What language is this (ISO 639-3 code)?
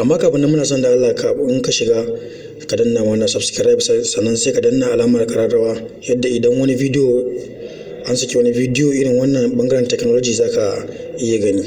hau